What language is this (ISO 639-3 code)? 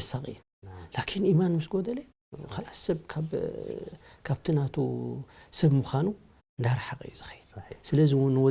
tir